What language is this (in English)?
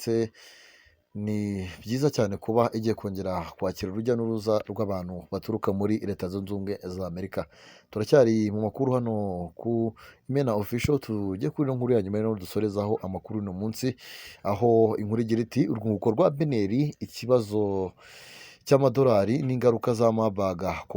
Kinyarwanda